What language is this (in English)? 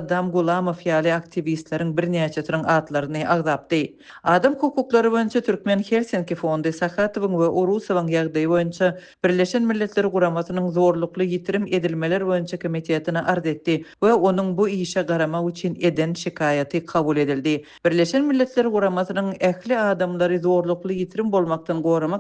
Turkmen